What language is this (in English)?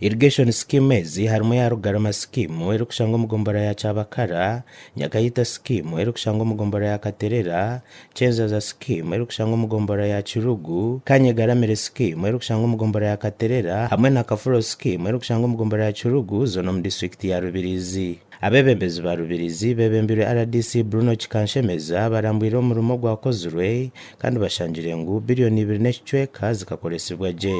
Nyankole